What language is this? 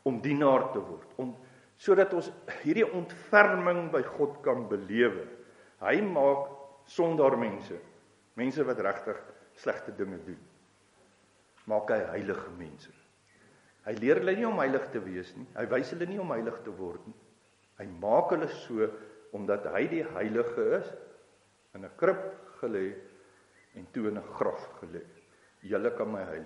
Afrikaans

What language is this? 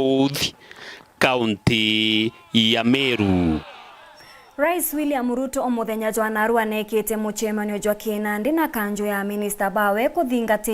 Meru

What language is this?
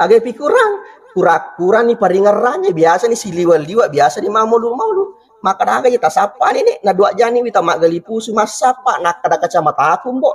Buginese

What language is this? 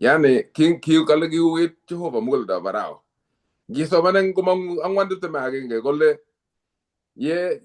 Kalenjin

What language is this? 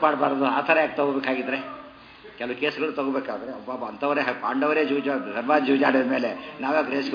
Kannada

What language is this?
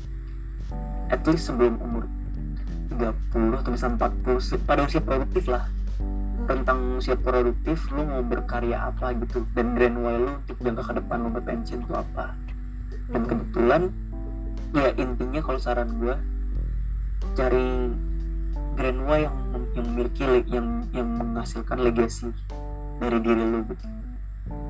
Indonesian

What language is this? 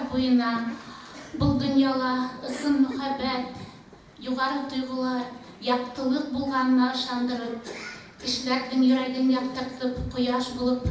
Bashkir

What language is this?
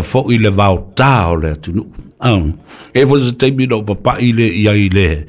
Samoan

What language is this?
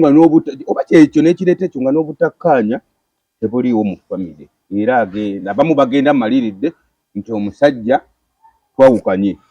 Ganda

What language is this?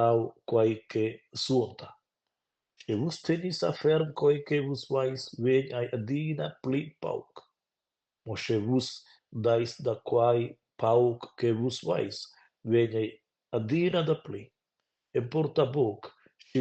Romansh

